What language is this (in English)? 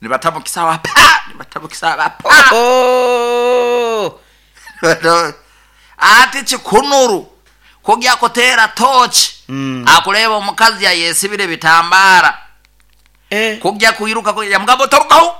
Nyoro